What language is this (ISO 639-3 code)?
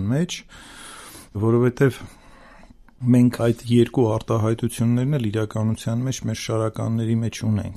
hye